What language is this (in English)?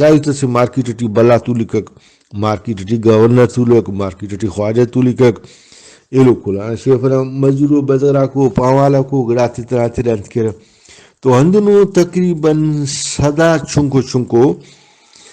Brahui